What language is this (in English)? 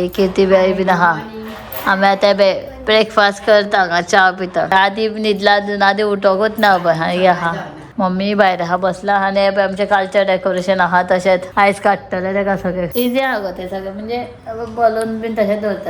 Konkani